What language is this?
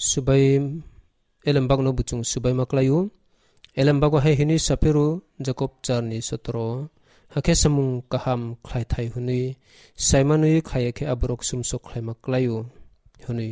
Kok Borok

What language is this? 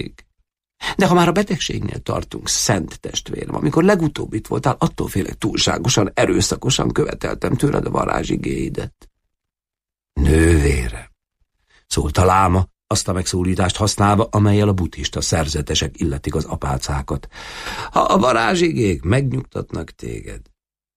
Hungarian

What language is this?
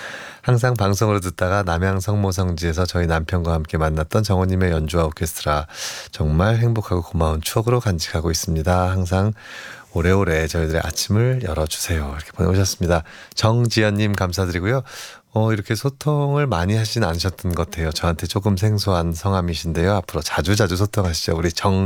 Korean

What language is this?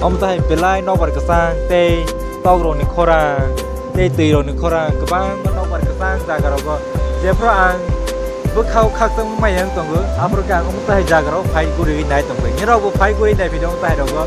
Kok Borok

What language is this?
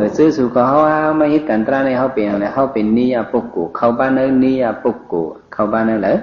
Shan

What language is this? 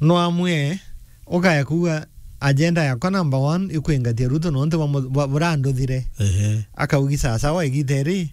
Meru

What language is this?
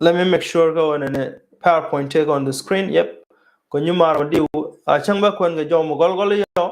Nuer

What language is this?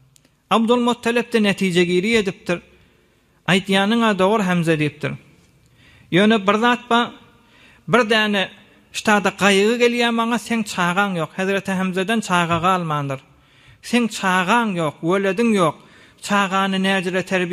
Turkmen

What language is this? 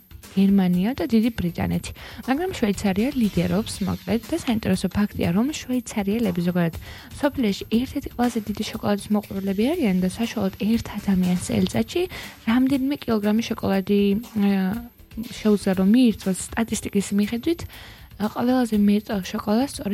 Georgian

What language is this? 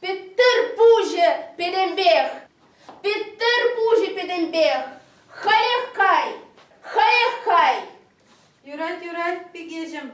Chuvash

